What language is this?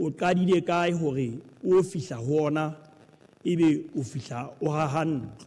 Southern Sotho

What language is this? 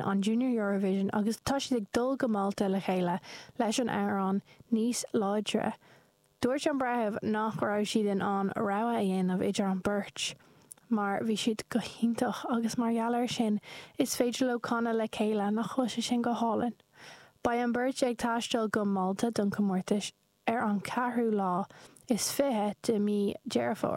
Irish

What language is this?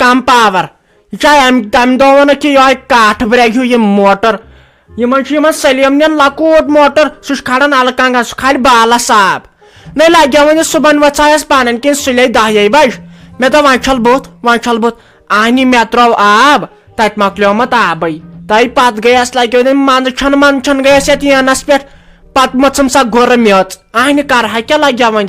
Kashmiri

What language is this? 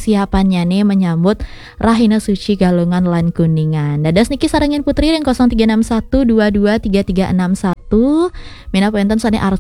Balinese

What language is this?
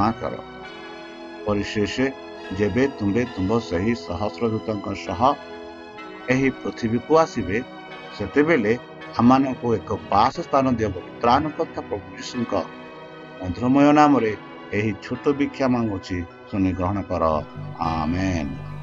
Odia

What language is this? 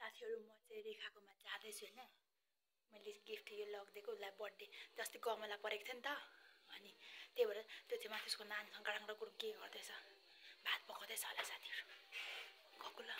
Nepali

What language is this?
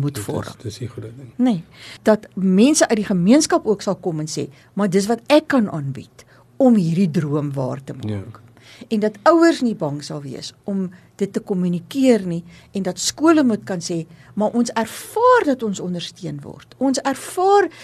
Afrikaans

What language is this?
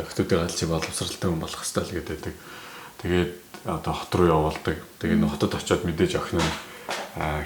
Mongolian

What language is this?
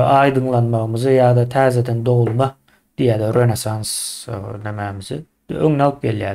Turkmen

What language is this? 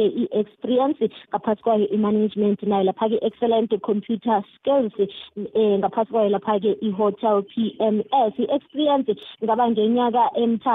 South Ndebele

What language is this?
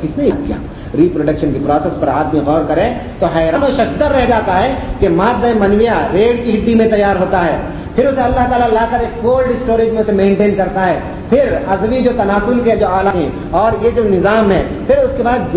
Urdu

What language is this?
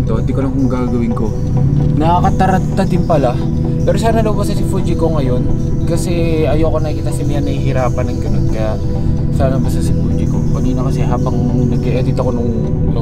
Filipino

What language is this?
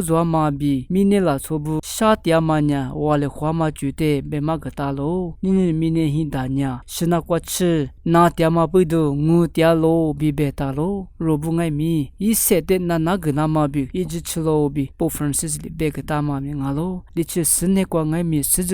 Lisu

